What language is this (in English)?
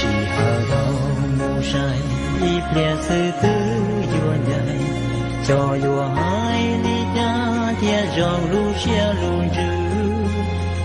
Hmong